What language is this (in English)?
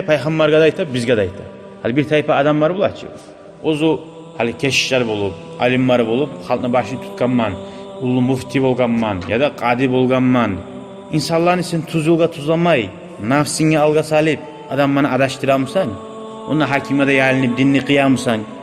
Kumyk